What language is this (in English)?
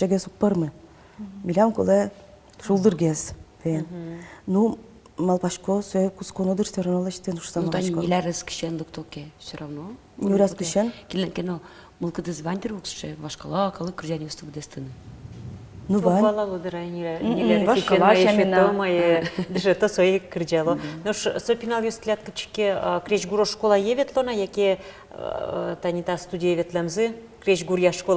Udmurt